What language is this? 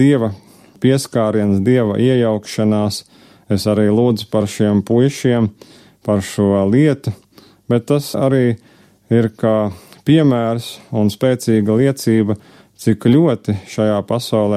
Latvian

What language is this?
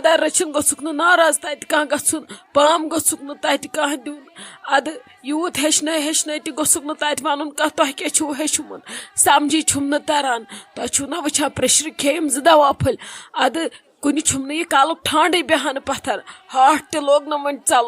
Kashmiri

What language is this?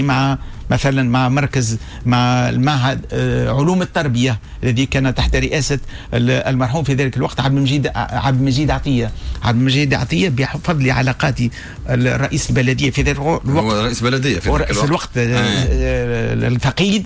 Tunisian Arabic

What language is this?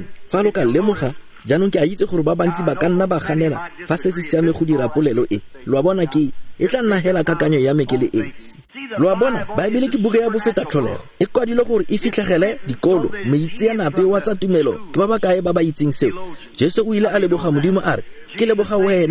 Tswana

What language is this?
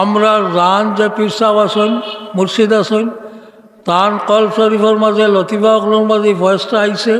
Sylheti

